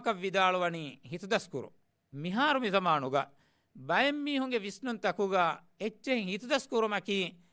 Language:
Divehi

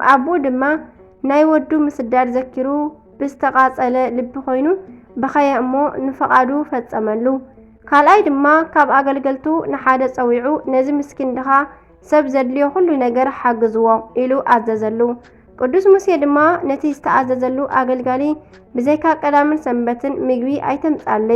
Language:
Tigrinya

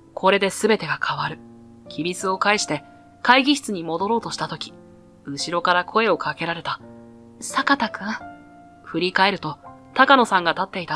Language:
Japanese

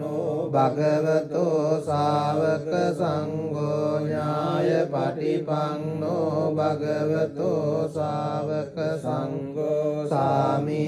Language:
Pali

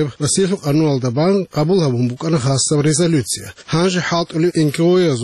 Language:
Avaric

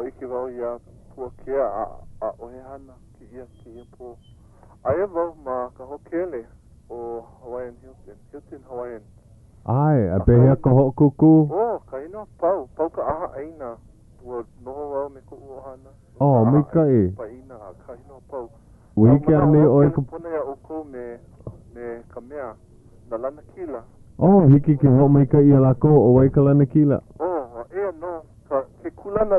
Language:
Hawaiian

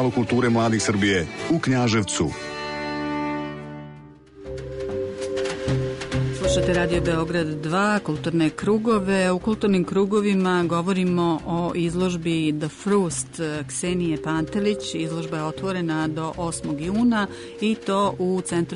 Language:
Serbian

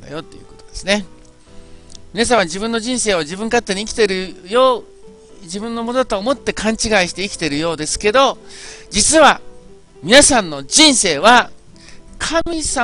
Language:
Japanese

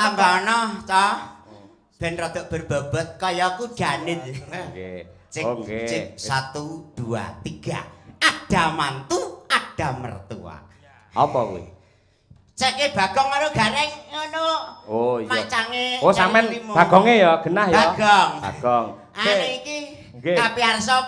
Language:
Javanese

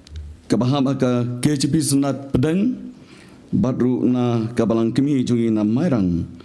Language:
Khasi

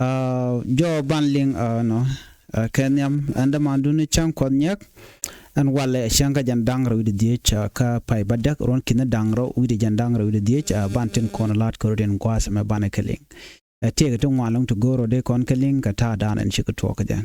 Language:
Nuer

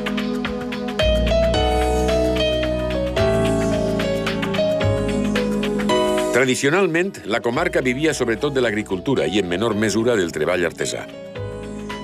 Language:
Catalan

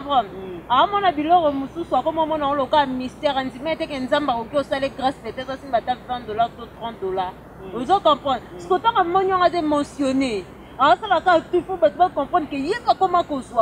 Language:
Lingala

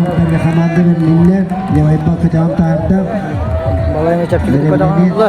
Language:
Yakut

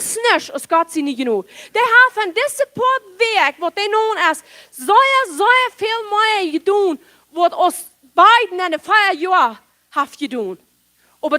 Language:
Plautdietsch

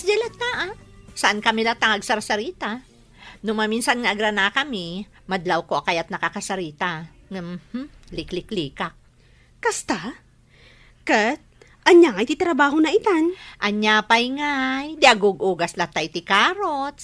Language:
Iloko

